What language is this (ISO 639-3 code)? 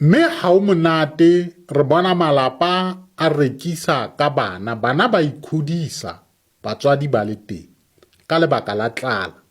sot